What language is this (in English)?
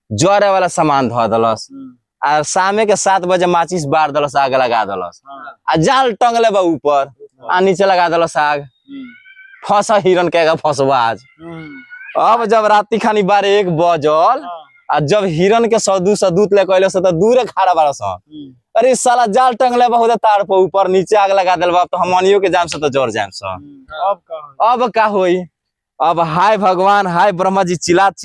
Bhojpuri